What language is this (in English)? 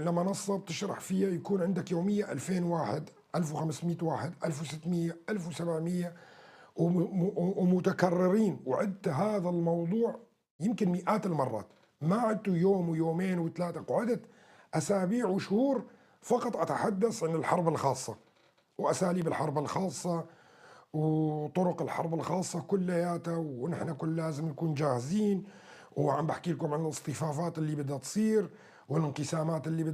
North Levantine Arabic